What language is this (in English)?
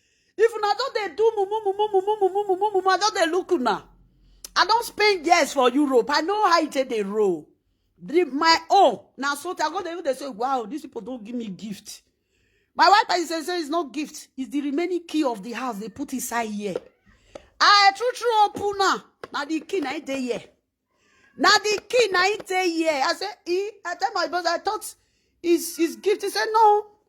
Nigerian Pidgin